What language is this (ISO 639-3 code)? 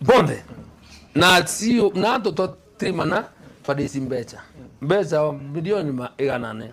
mer